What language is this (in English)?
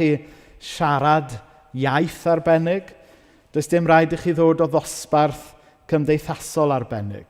Welsh